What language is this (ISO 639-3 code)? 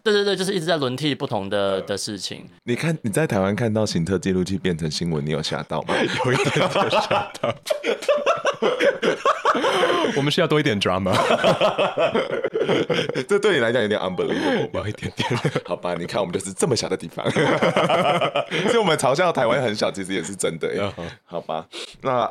zho